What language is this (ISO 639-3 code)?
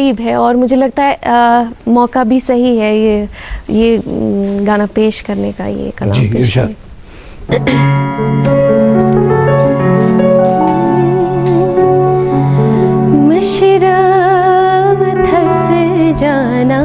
urd